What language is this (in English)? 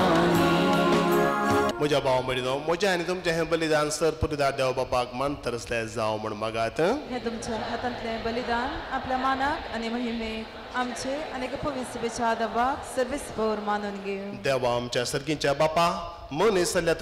Konkani